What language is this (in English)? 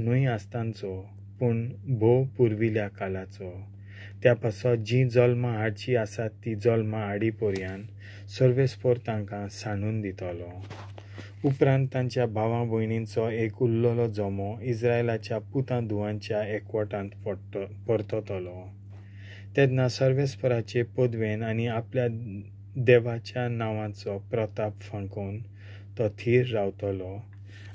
Konkani